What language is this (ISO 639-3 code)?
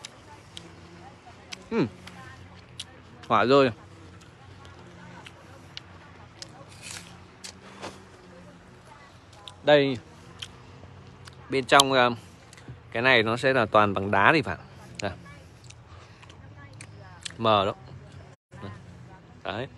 vie